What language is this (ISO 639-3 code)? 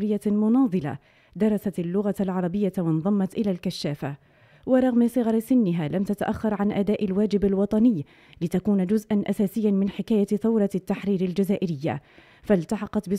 ara